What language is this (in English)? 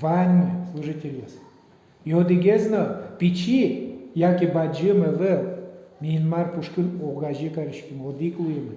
Udmurt